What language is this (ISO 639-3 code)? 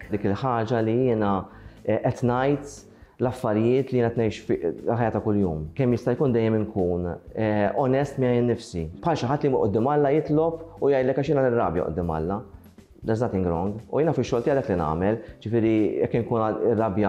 mlt